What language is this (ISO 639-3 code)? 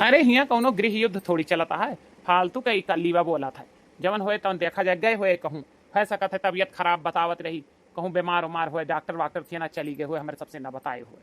awa